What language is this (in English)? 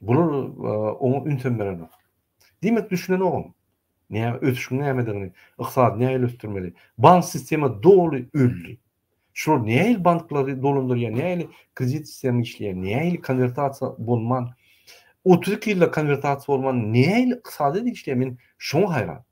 Turkmen